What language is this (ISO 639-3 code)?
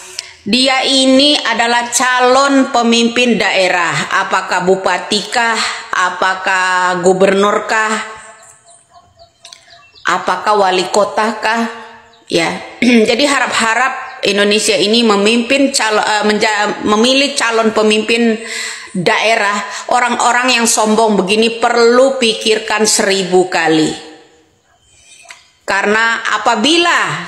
ind